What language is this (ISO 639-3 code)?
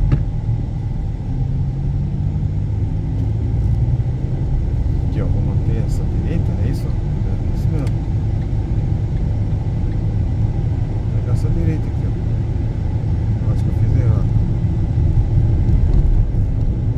por